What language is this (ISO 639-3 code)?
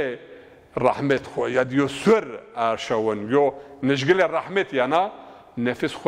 zza